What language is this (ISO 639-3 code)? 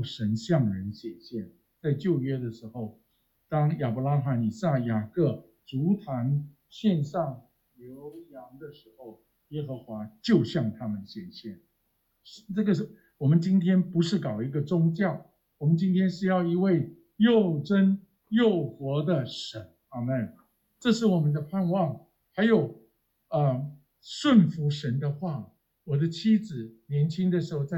zho